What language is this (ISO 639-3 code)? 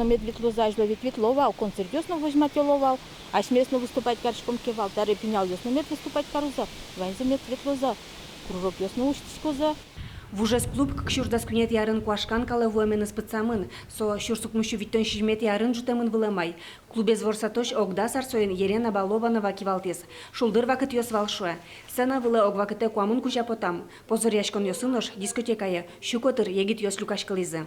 udm